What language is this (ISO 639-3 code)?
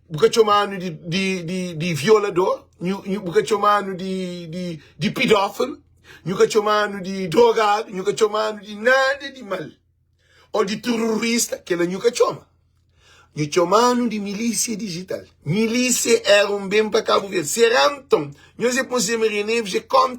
kea